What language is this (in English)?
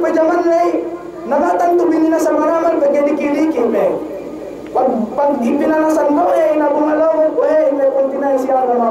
Yakan